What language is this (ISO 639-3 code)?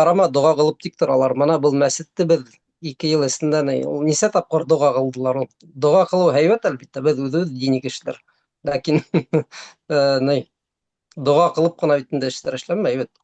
bak